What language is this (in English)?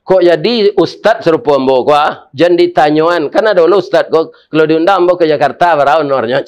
Minangkabau